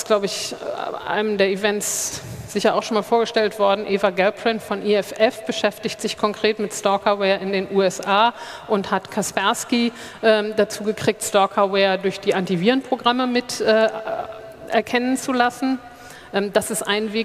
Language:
German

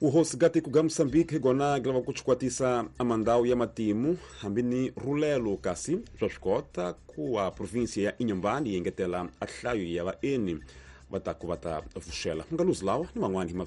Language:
Tsonga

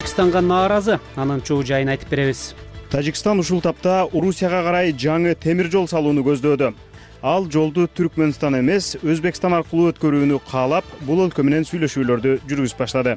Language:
Kyrgyz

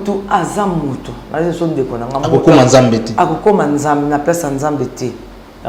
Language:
Lingala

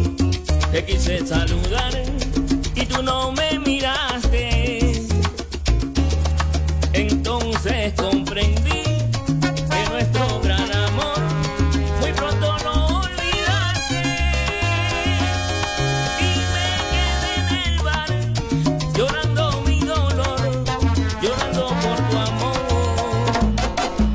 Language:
Spanish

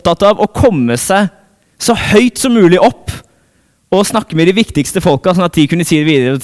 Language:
Norwegian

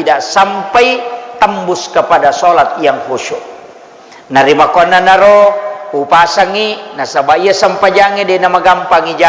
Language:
Buginese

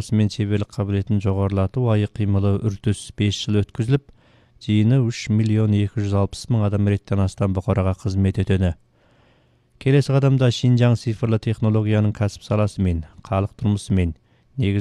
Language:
Kazakh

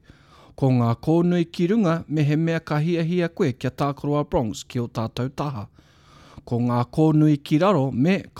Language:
Māori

